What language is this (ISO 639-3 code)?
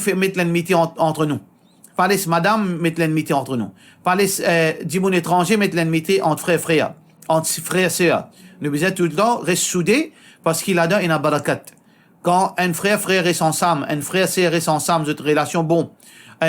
mfe